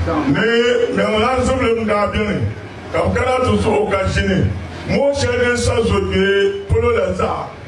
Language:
Dagbani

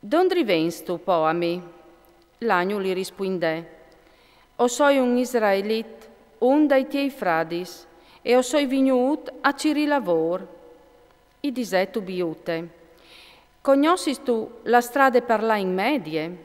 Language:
Friulian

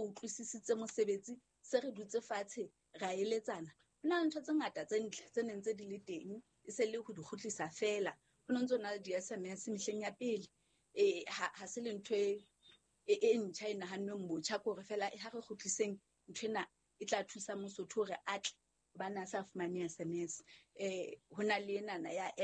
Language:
Southern Sotho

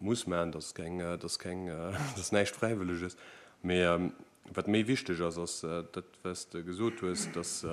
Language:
Luxembourgish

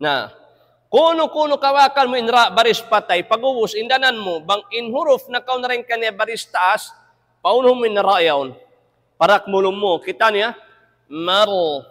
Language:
Tausug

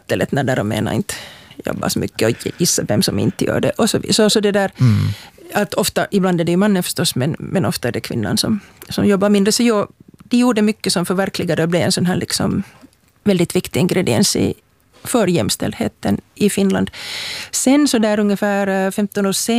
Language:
Swedish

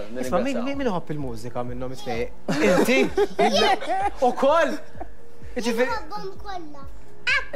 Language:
Maltese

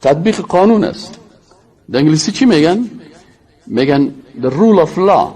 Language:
Persian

